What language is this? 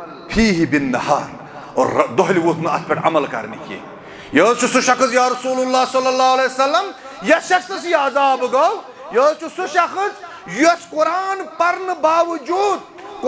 Kashmiri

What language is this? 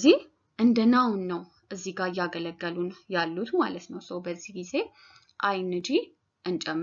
Amharic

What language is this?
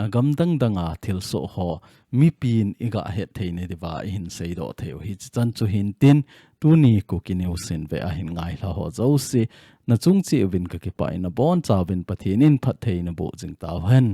Thado Chin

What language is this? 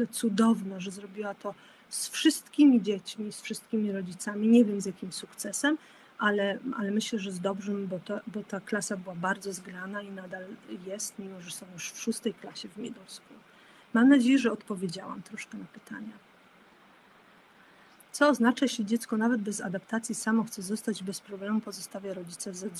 Polish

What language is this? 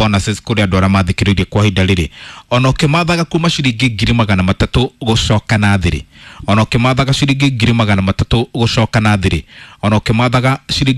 Kikuyu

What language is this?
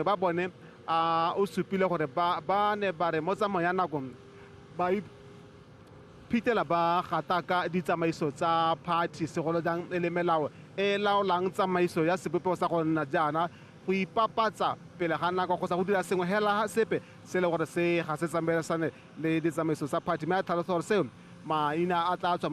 Tswana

